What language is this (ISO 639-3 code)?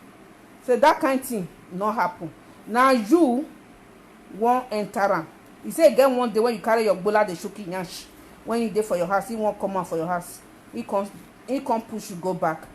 pcm